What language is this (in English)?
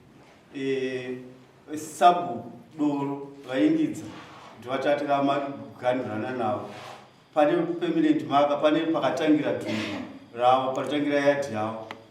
Shona